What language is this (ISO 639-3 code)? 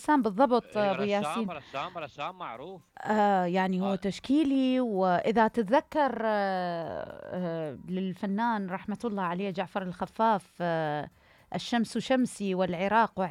acm